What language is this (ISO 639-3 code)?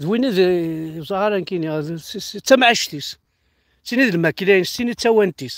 kab